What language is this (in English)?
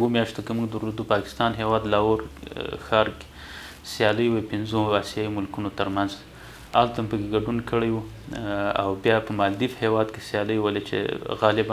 Pashto